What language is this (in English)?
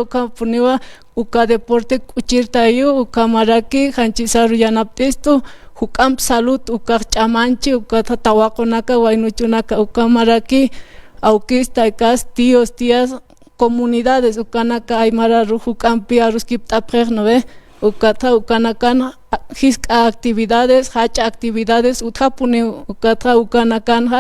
Aymara